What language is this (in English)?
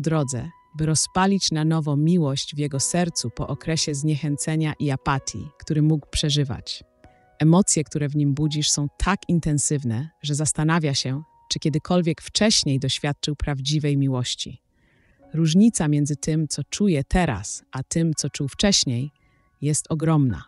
Polish